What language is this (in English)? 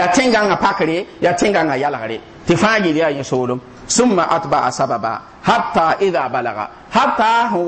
Mossi